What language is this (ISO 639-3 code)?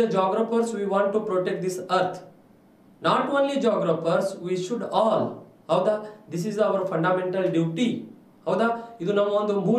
kan